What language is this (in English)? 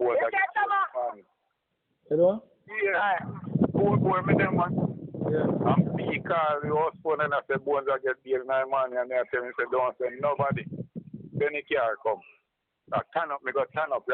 Jamaican Creole English